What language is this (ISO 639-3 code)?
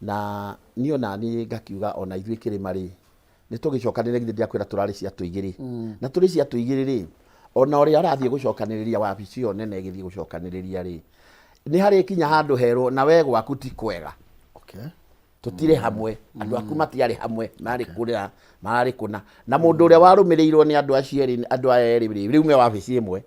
kik